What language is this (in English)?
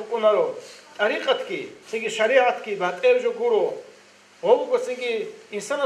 Avaric